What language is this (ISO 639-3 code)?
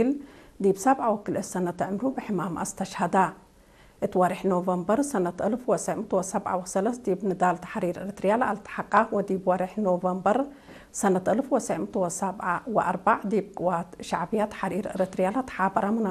tig